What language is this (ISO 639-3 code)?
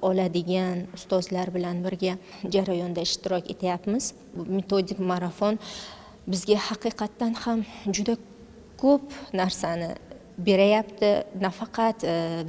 uzb